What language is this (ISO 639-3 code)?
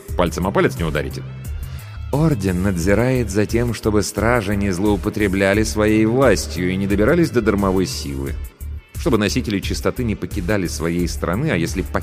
rus